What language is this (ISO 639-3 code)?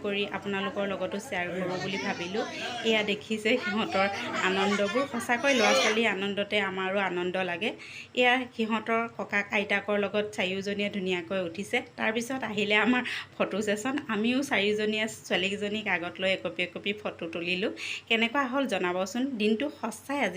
asm